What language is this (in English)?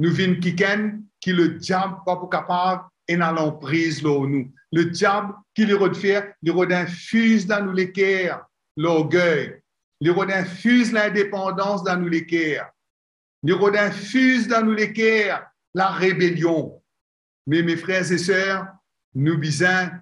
Morisyen